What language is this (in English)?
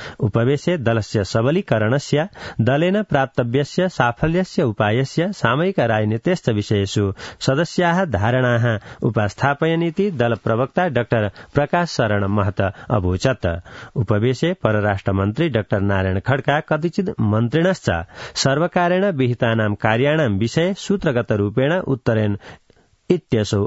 Sanskrit